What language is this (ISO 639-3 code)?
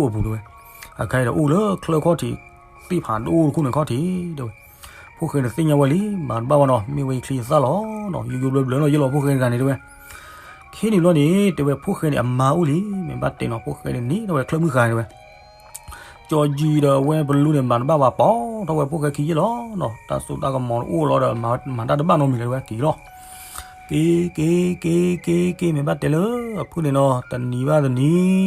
ksw